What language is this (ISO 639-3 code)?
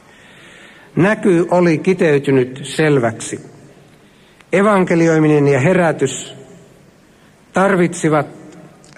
fin